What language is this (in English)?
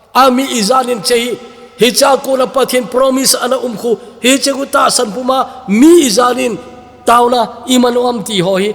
Thado Chin